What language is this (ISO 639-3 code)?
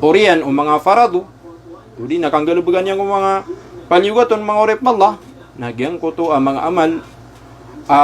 mrw